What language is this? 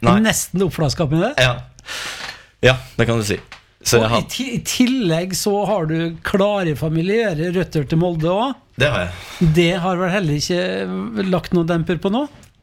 Norwegian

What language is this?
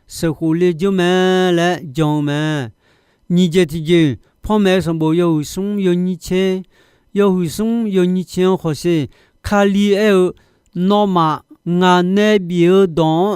Akha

